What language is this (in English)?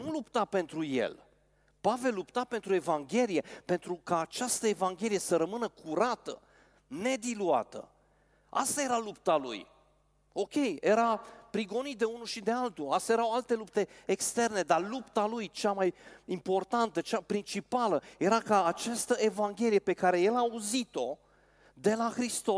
Romanian